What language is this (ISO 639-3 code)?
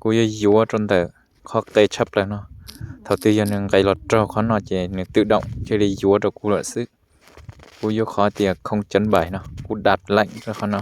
hmn